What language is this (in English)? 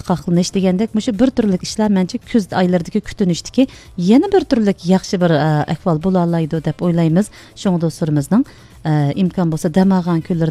Uyghur